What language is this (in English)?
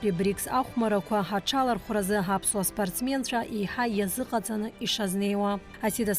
Abkhazian